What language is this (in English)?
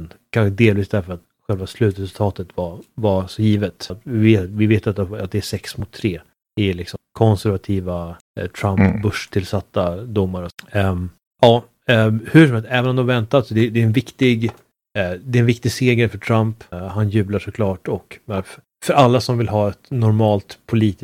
Swedish